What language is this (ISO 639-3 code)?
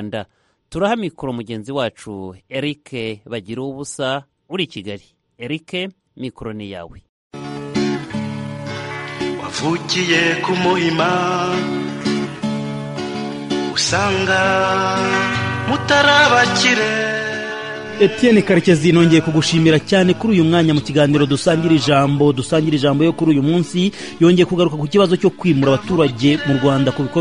kin